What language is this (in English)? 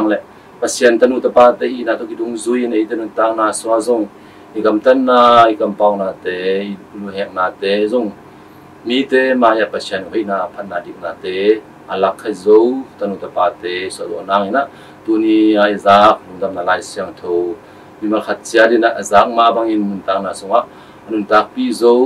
Tedim Chin